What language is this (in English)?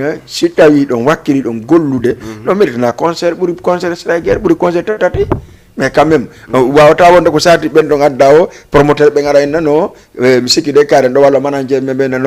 Fula